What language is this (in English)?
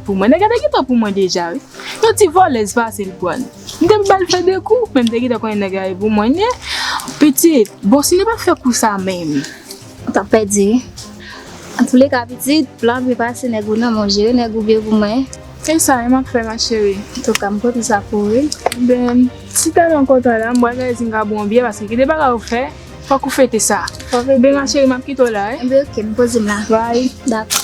Haitian Creole